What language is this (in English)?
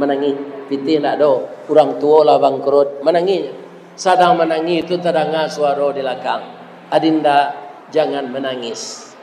Minangkabau